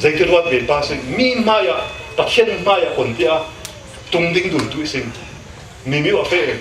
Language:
Falam Chin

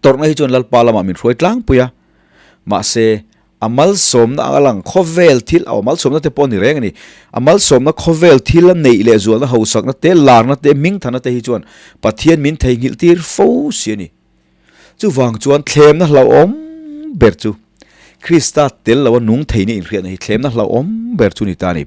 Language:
Mizo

